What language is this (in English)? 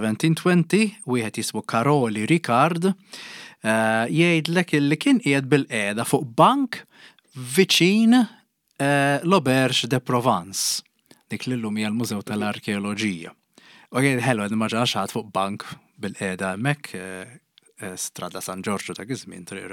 Maltese